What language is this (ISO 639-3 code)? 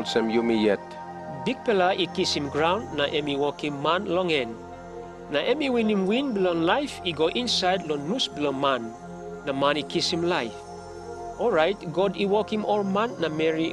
tpi